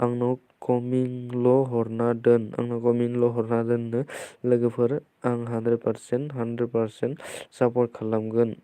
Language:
Bodo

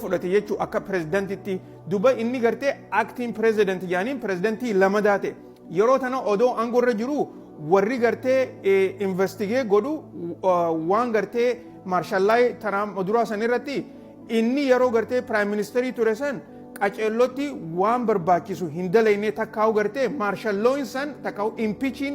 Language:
Oromo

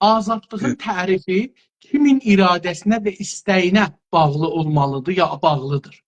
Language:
South Azerbaijani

